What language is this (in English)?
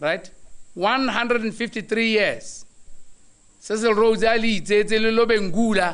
Tswana